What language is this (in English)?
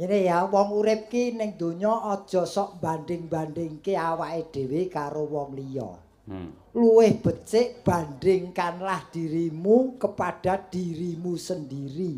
Javanese